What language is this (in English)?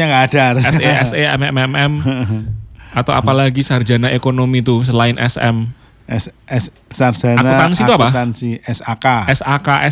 Indonesian